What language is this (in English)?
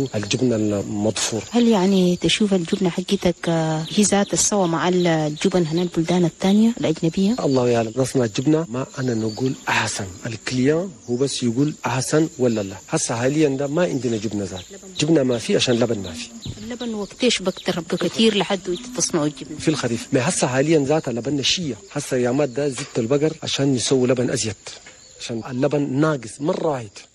Chadian Arabic